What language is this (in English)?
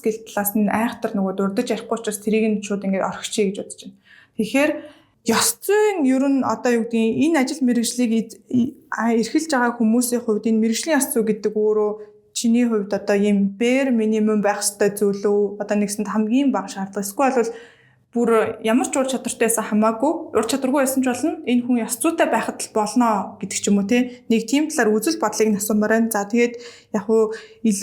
Mongolian